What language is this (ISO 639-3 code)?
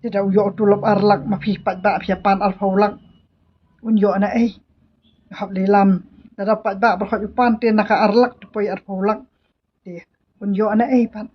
kha